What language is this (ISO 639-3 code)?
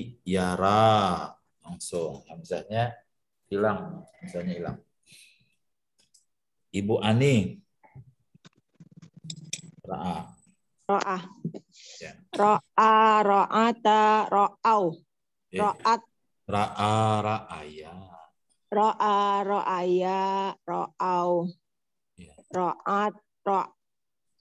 ind